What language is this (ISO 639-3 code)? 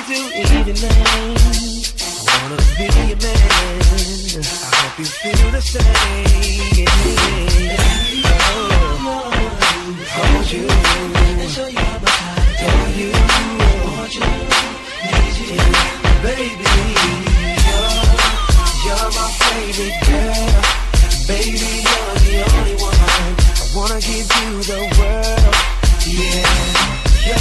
eng